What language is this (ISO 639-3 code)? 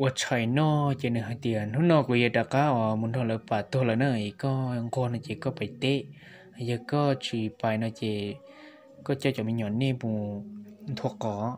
hmn